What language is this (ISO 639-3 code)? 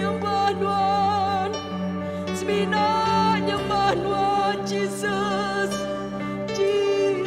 iba